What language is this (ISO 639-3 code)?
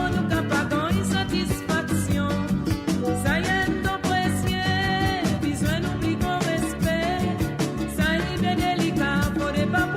mfe